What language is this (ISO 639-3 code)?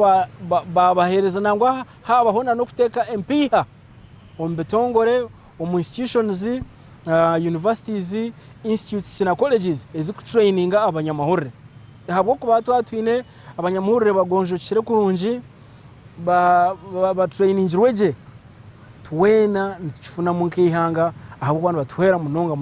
nyn